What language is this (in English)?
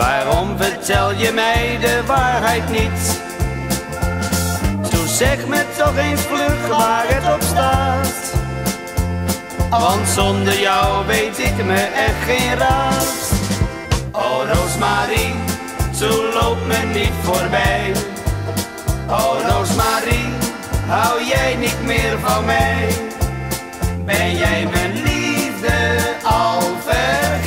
Dutch